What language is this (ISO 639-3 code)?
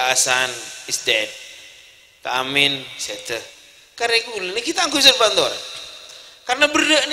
mad